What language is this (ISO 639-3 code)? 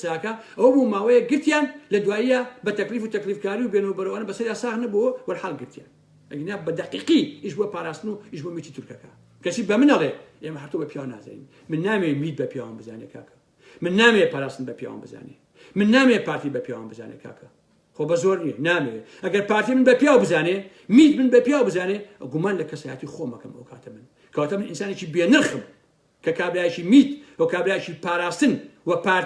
ckb